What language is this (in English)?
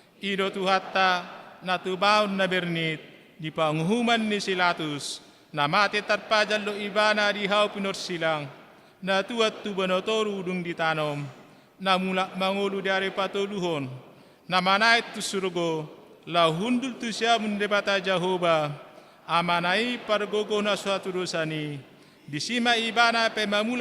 Batak Toba